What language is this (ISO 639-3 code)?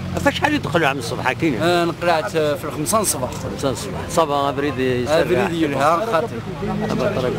kab